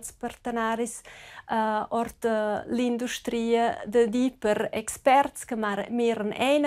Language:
Romansh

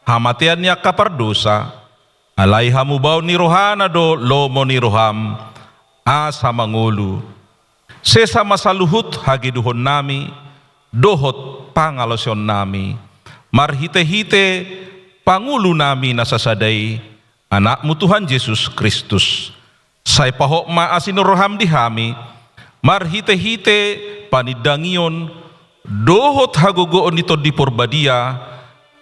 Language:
Batak Toba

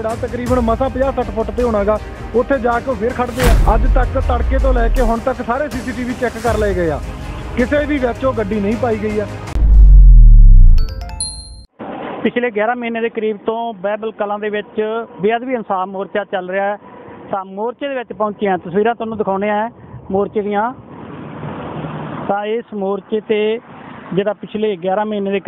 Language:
Punjabi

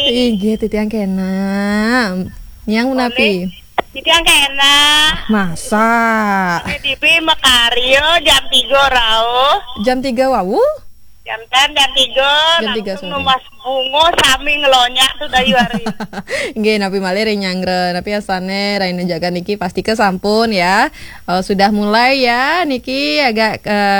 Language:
Balinese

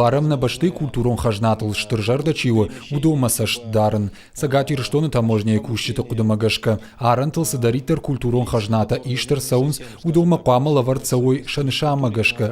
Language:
Ossetic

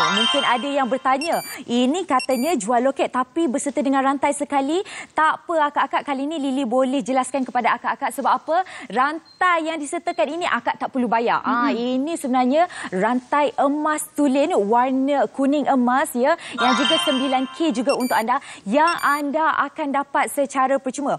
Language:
Malay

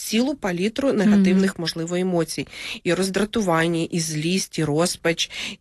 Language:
Ukrainian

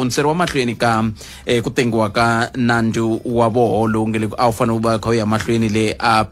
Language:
Tsonga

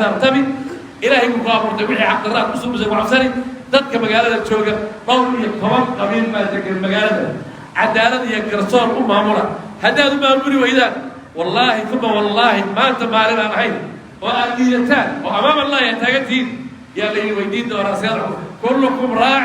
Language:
Somali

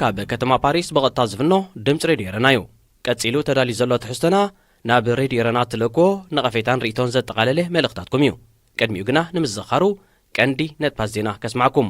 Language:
Tigrinya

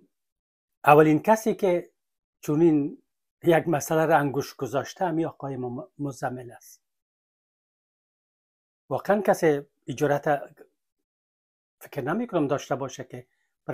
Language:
Persian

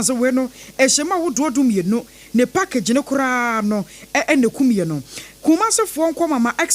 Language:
Akan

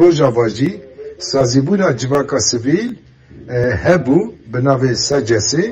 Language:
Kurdish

